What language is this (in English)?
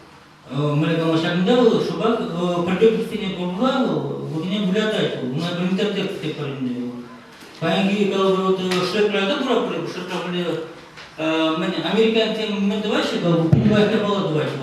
Chuvash